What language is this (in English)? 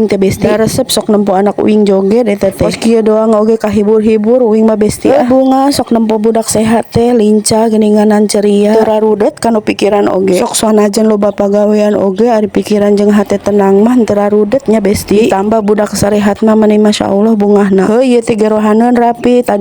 Sundanese